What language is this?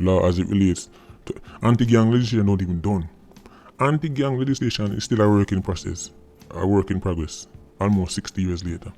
Jamaican Creole English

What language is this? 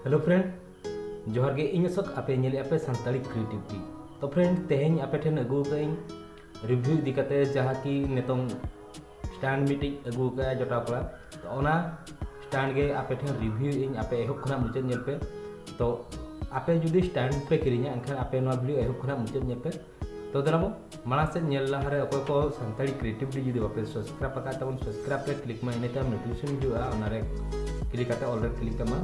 Santali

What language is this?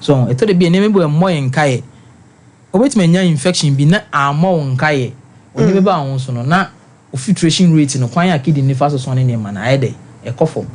Akan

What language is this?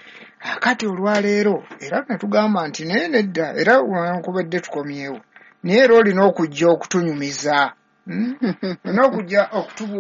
Ganda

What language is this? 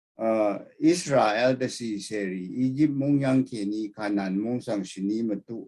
Rawang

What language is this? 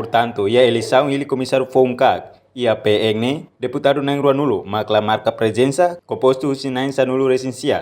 Tetum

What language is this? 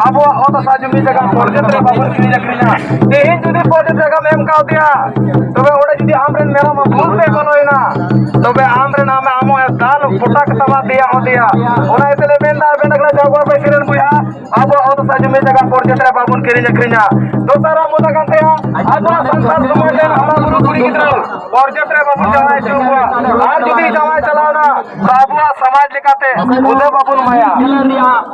Santali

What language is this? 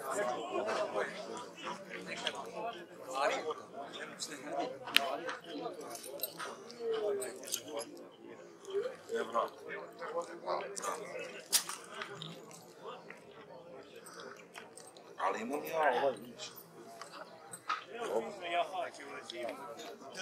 Croatian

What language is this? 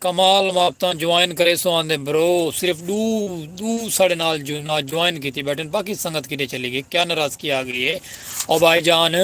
Saraiki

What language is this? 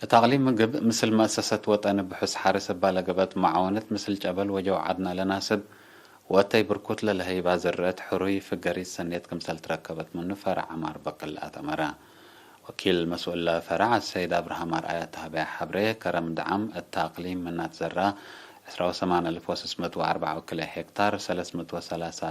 Tigre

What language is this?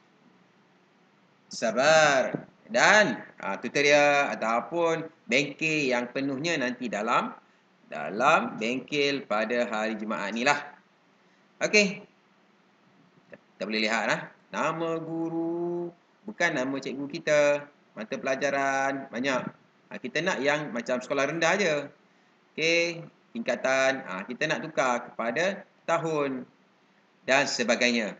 Malay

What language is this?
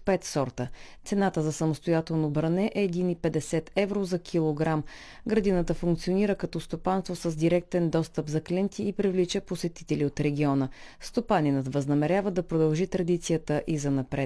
Bulgarian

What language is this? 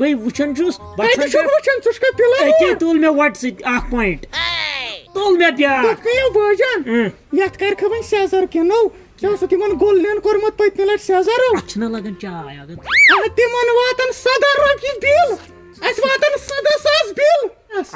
Kashmiri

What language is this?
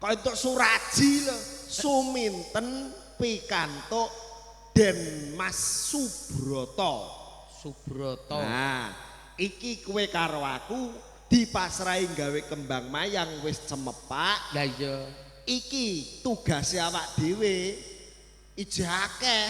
Javanese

